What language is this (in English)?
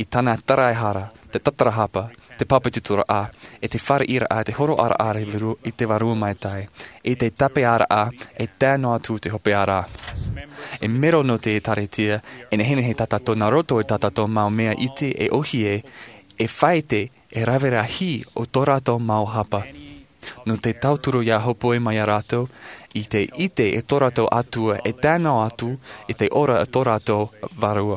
Tahitian